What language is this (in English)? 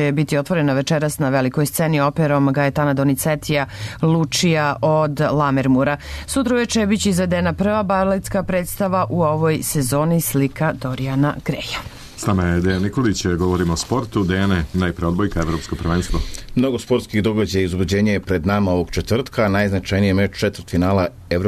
Serbian